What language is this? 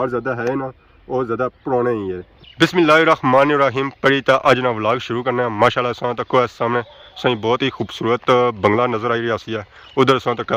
Pahari-Potwari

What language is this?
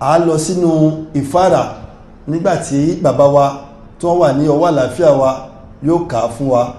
Yoruba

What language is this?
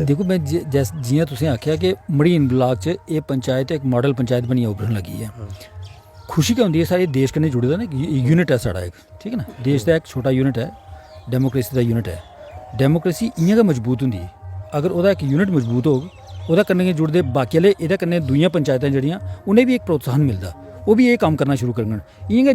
Dogri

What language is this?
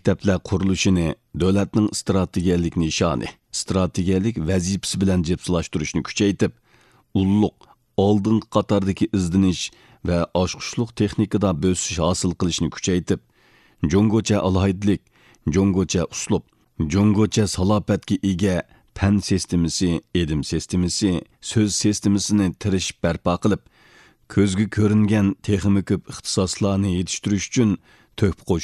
Uyghur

